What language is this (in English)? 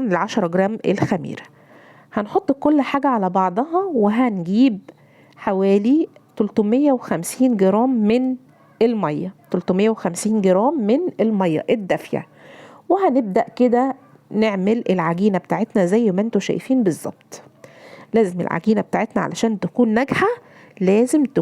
Egyptian Arabic